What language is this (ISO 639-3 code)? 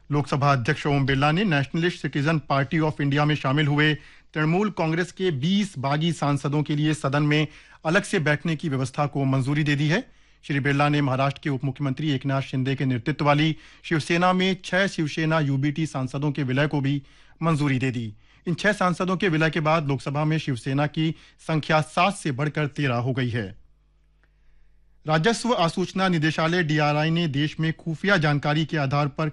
hin